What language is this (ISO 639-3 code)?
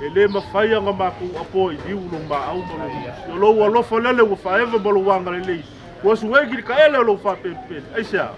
smo